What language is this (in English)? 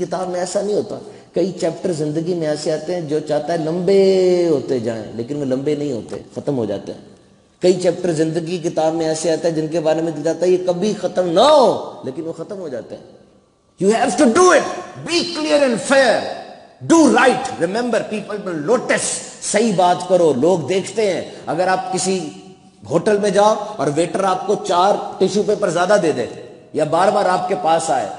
Urdu